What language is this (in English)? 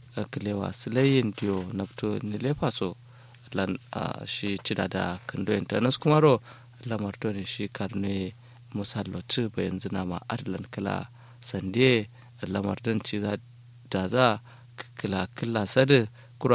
Kanuri